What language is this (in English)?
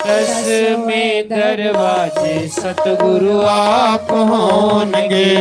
Dogri